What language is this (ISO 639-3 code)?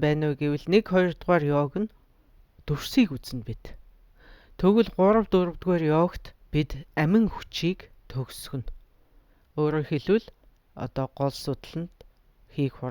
mon